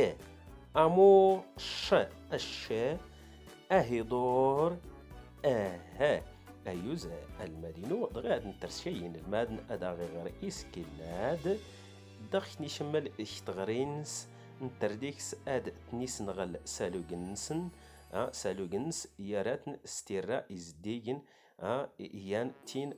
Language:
Standard Moroccan Tamazight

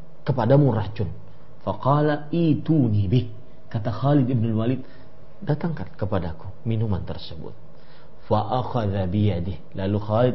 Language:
Indonesian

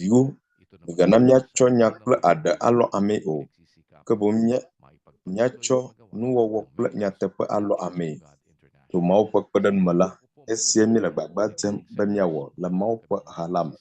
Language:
Ewe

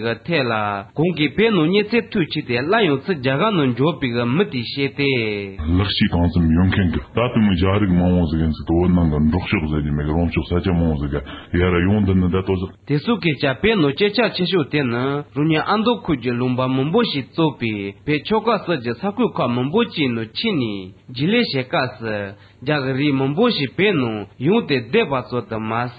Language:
Tibetan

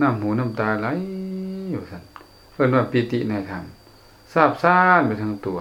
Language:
Lao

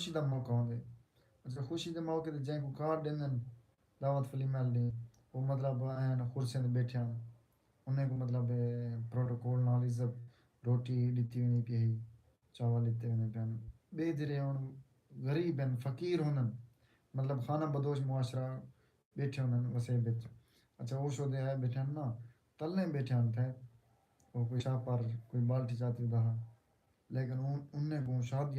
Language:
Saraiki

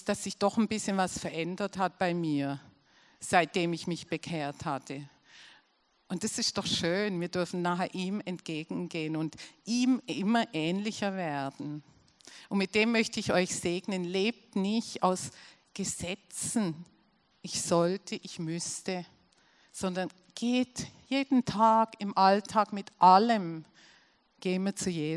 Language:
Swiss German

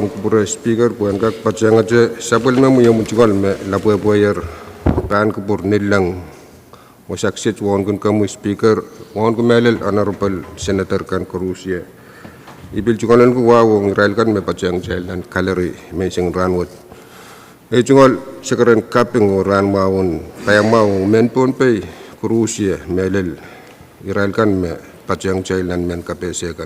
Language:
Pohnpeian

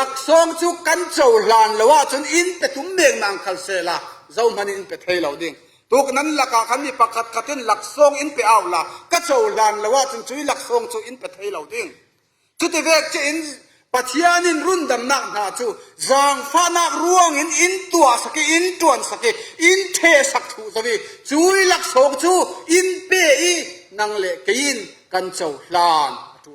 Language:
Falam Chin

